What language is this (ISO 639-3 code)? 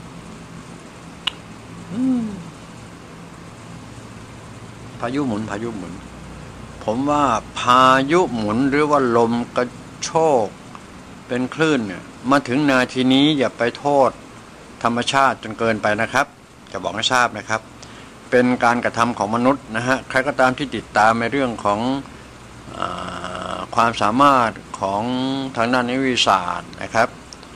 tha